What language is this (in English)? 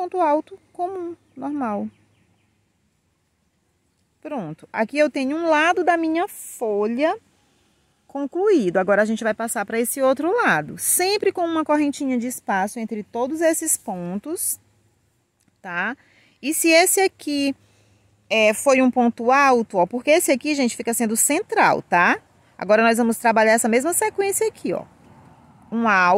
Portuguese